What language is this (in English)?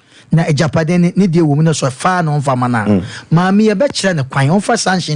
Akan